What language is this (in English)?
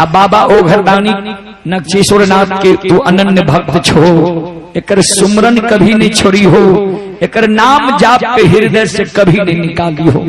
Maithili